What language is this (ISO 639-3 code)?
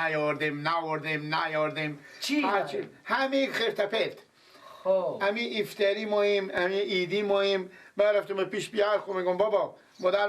fas